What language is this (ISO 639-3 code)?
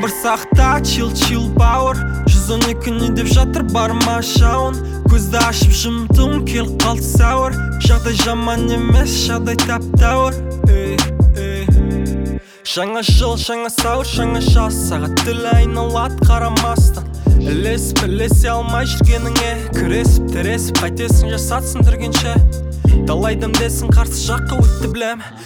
kaz